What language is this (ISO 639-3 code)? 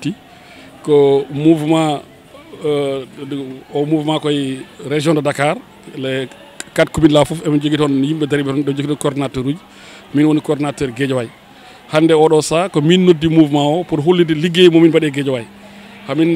ful